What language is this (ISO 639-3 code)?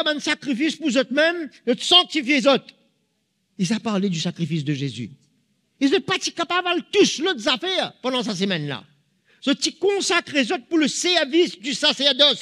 mfe